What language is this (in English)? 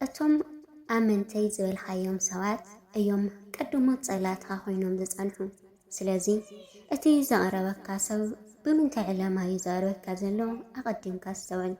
Tigrinya